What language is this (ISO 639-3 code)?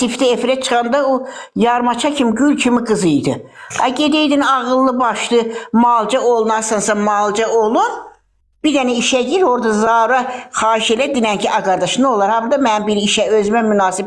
aze